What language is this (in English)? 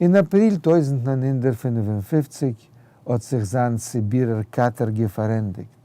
Yiddish